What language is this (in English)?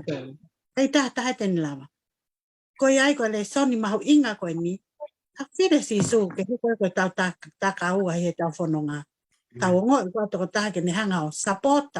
Tongan